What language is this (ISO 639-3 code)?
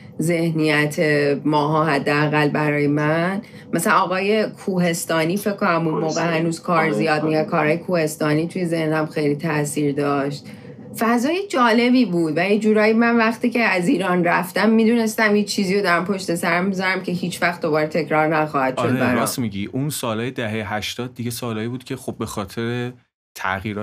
fas